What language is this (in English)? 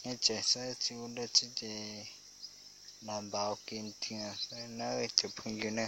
Hmong